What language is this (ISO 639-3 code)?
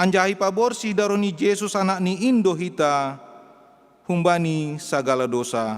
bts